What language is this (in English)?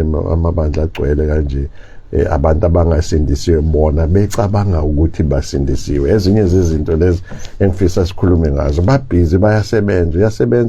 Zulu